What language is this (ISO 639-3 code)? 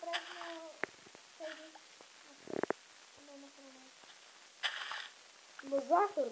bul